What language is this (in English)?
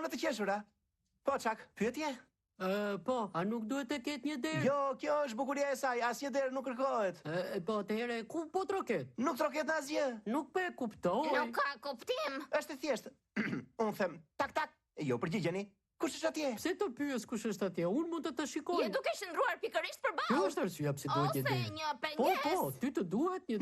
Albanian